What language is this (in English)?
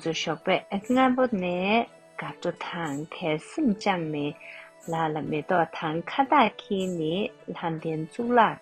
Tibetan